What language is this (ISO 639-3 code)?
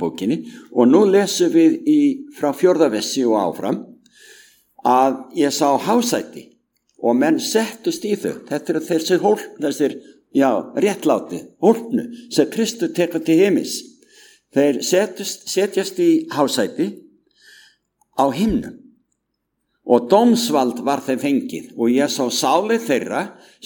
isl